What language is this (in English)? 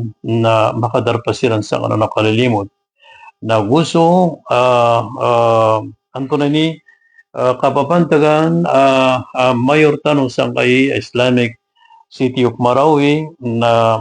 Maranao